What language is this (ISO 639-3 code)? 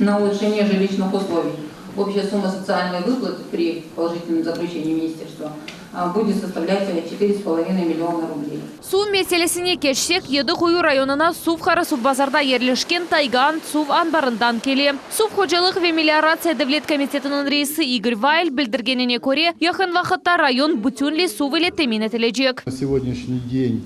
crh